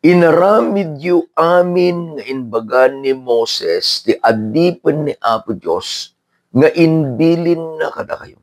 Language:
Iloko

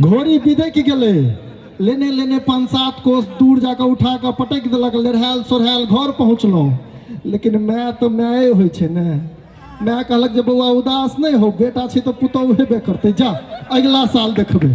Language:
Maithili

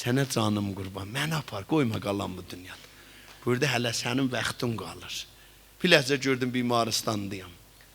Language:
South Azerbaijani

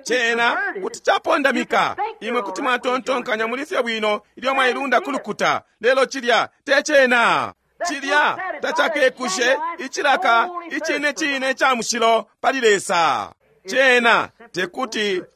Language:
Bemba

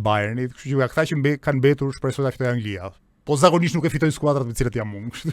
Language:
Albanian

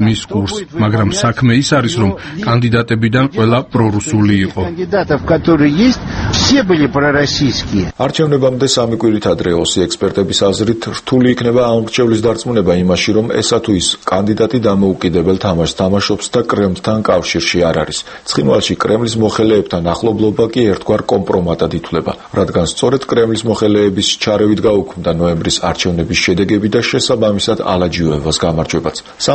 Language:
Georgian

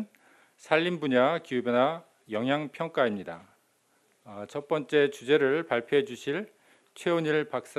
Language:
Korean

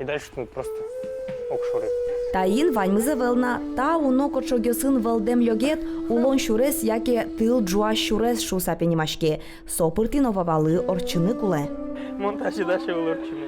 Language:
Udmurt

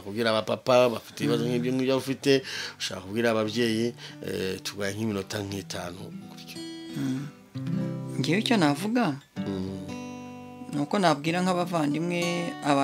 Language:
Kinyarwanda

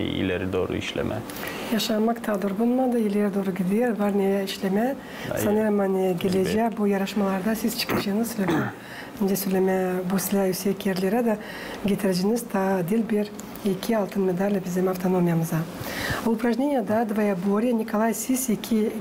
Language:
Gagauz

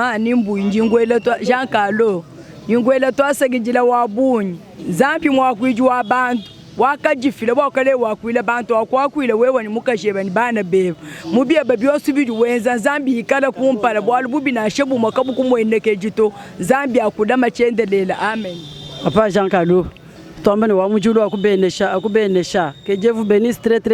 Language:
Luba-Lulua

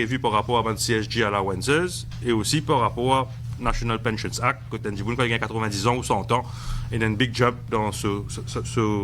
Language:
Morisyen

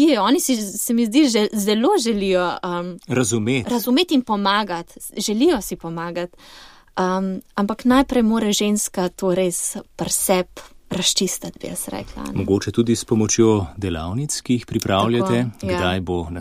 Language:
Slovenian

